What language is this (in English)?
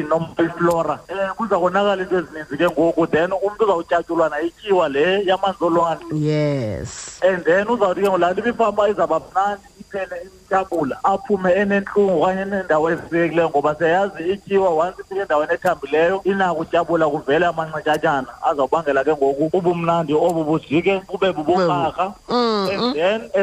Xhosa